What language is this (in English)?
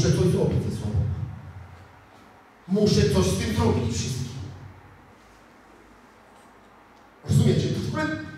Polish